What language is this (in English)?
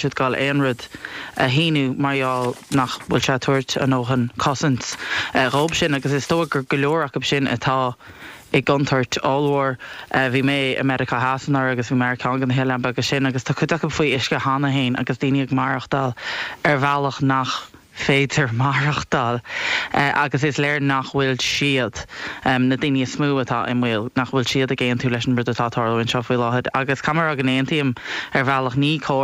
Irish